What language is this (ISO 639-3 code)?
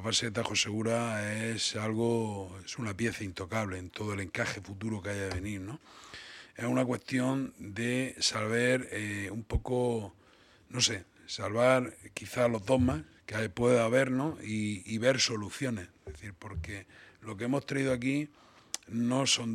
spa